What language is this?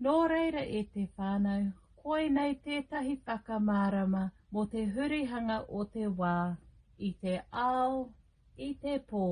Māori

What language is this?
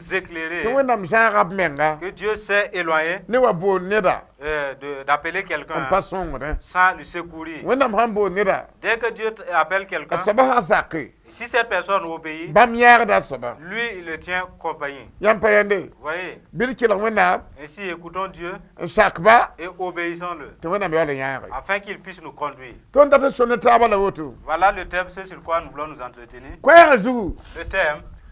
Mossi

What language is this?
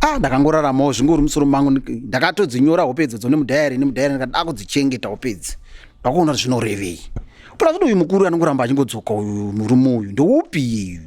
Shona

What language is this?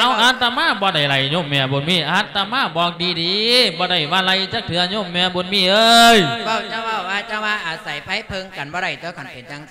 Lao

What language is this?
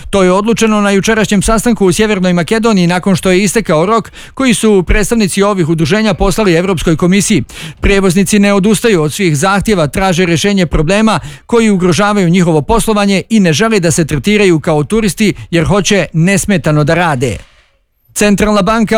Bosnian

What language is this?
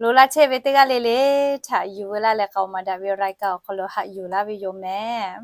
Lahu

